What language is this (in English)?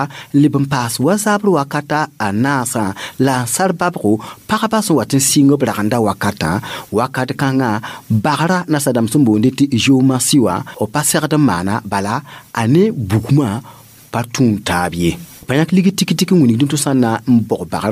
Mossi